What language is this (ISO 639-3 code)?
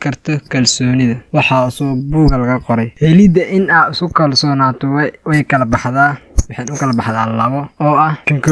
som